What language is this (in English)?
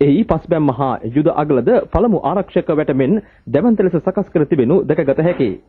Sinhala